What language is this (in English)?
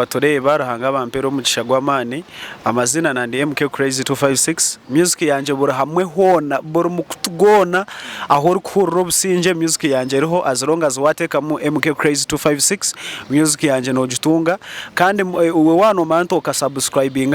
Nyankole